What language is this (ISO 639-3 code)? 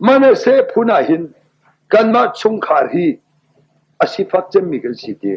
cnh